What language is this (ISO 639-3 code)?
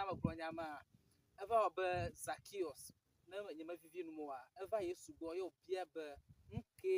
ewe